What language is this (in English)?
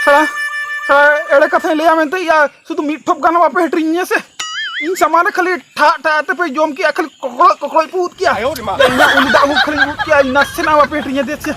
Santali